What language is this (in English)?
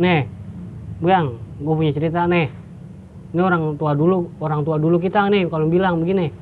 Betawi